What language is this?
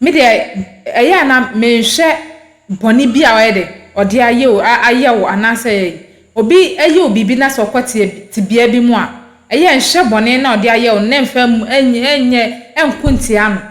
Akan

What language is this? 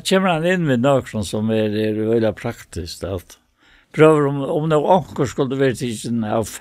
Faroese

